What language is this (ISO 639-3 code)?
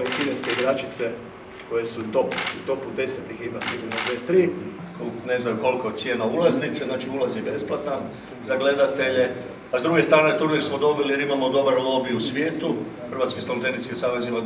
hrv